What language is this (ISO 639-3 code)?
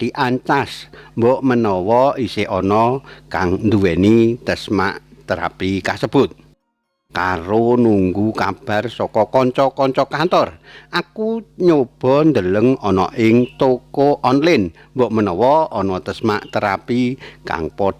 jav